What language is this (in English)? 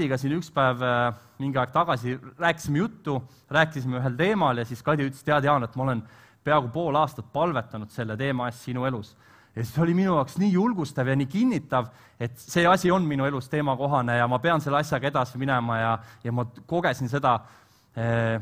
Estonian